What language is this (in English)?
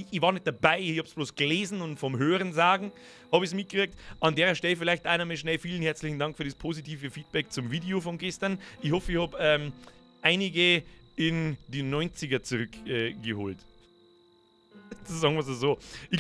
Bavarian